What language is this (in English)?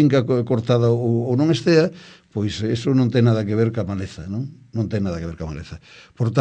Galician